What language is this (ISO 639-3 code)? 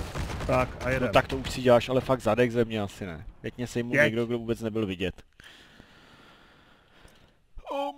ces